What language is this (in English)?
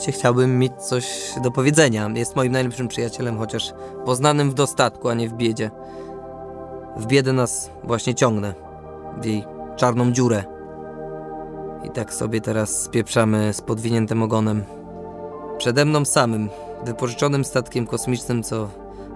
Polish